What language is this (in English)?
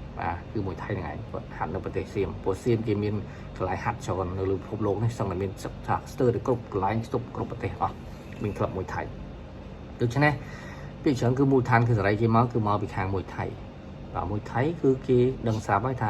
Khmer